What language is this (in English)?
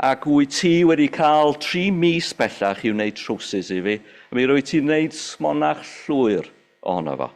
Welsh